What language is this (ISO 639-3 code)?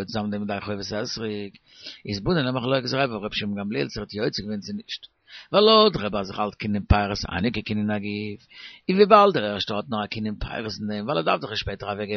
yid